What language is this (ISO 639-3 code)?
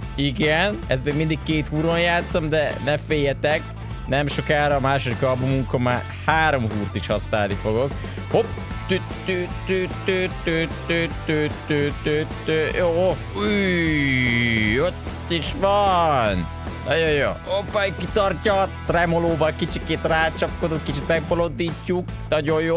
hun